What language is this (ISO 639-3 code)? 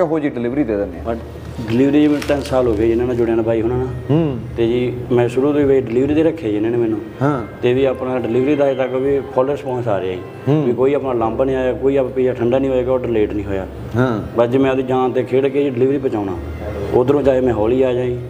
pan